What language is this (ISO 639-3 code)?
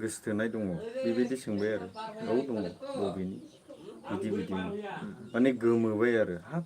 brx